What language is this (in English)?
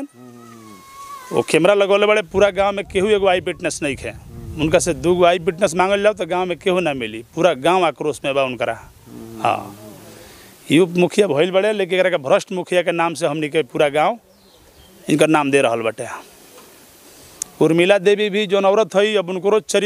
Bhojpuri